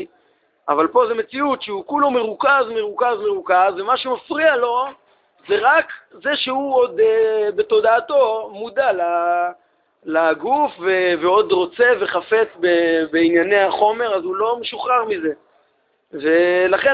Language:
Hebrew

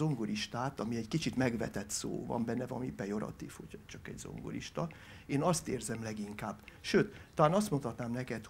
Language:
Hungarian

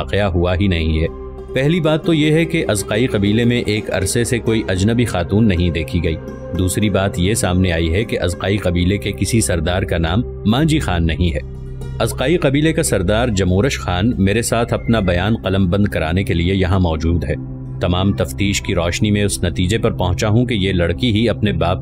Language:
Urdu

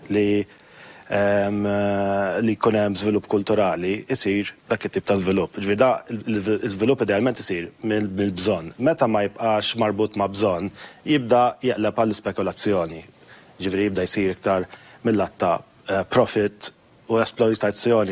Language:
Maltese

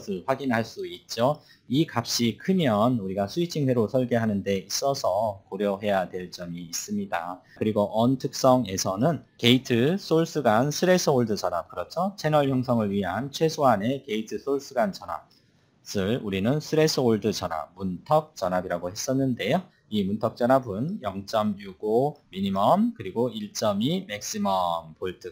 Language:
Korean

